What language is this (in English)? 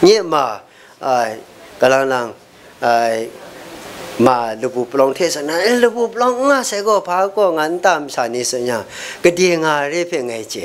Kachin